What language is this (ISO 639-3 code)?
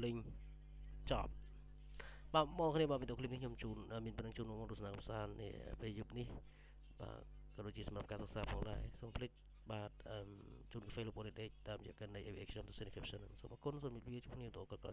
khm